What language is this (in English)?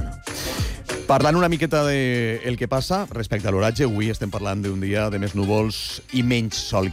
Catalan